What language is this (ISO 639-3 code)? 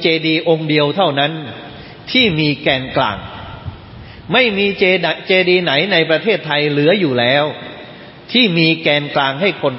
tha